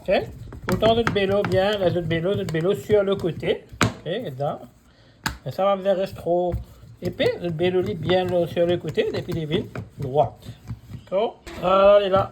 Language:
Morisyen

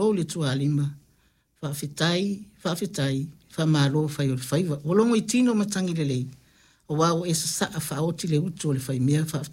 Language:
Samoan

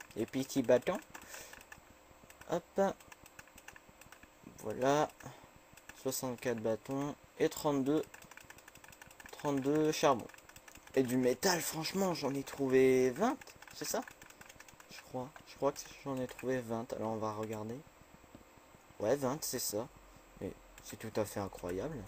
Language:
French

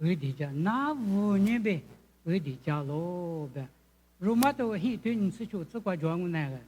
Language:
Lisu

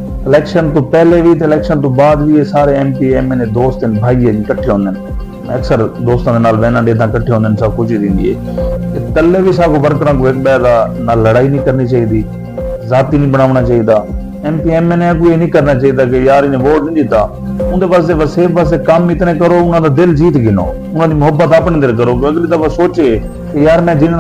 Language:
Saraiki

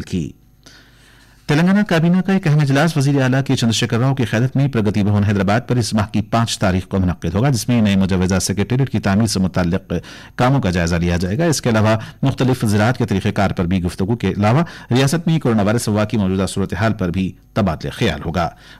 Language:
Urdu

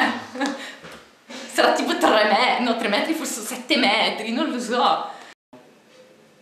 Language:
Italian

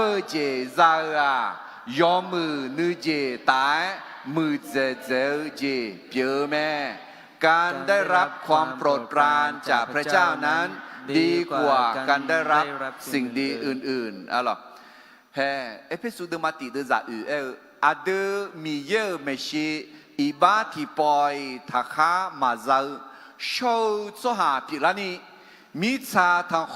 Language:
Akha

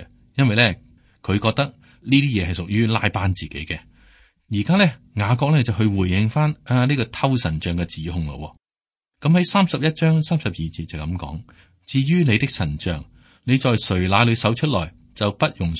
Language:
Cantonese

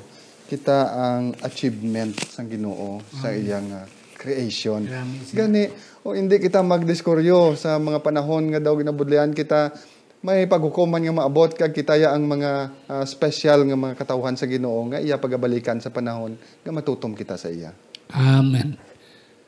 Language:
Hiligaynon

